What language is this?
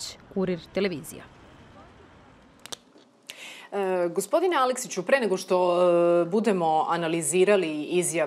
Serbian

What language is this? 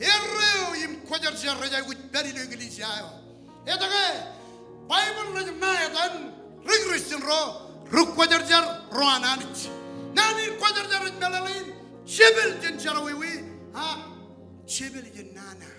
Marshallese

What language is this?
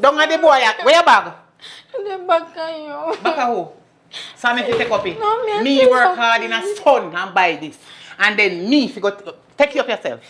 Jamaican Creole English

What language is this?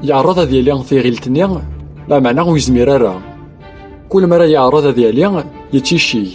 Kabyle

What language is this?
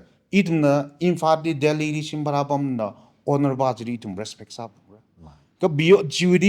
Tangkhul Naga (India)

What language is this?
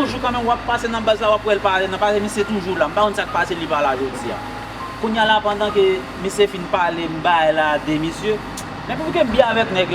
Haitian Creole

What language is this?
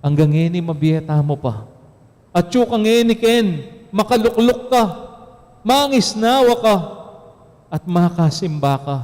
Pampanga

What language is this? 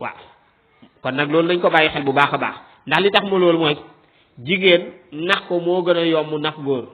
Wolof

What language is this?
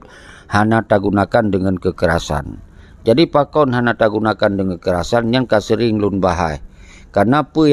Achinese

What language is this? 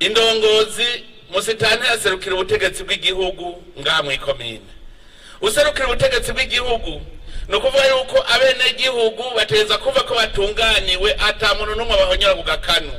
Rundi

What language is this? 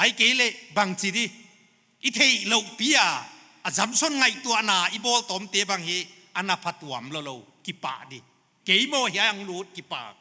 Paite Chin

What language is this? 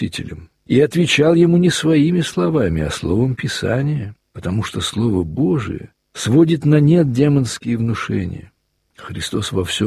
Russian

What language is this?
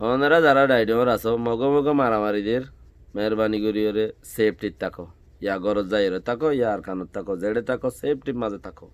Rohingya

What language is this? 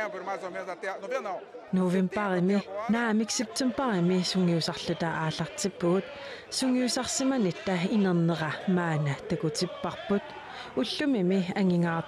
Kalaallisut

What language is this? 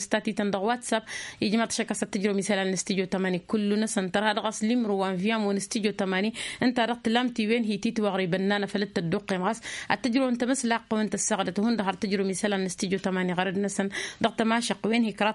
Tamasheq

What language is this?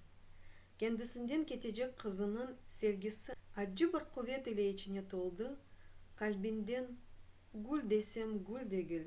Crimean Tatar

